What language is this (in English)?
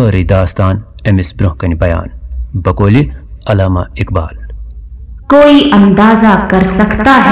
Kashmiri